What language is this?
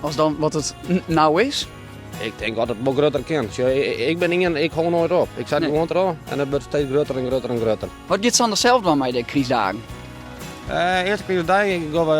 Western Frisian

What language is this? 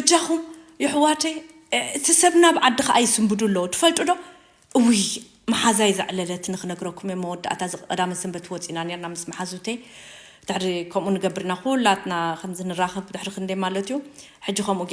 Tigrinya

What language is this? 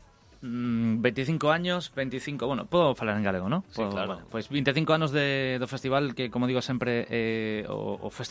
Galician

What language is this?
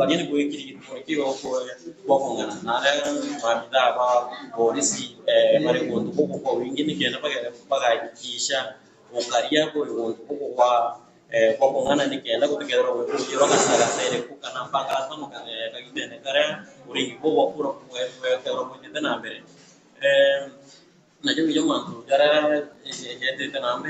Meru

